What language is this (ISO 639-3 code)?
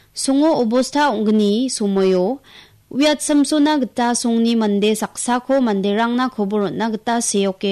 grt